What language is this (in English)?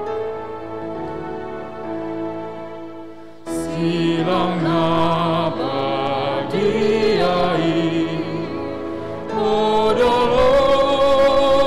Batak Toba